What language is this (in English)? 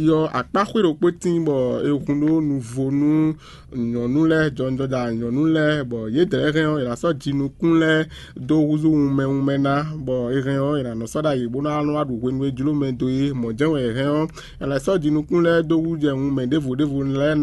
Fon